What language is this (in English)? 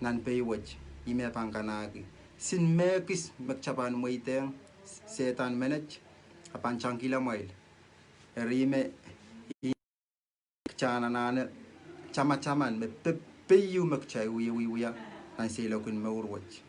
Pohnpeian